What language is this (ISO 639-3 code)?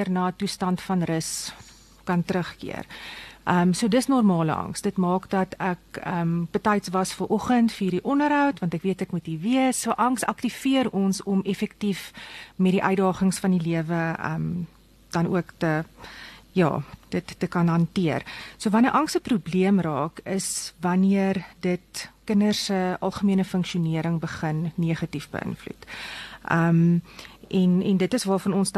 afr